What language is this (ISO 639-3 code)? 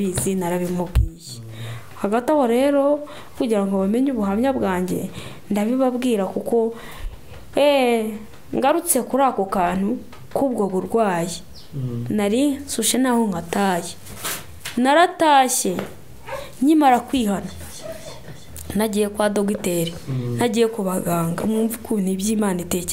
kin